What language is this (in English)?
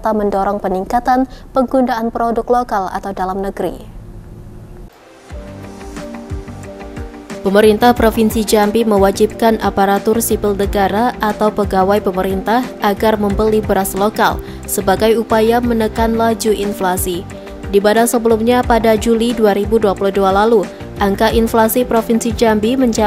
Indonesian